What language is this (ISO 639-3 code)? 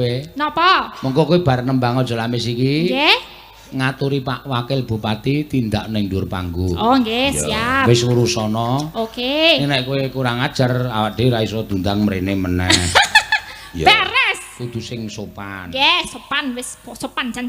jav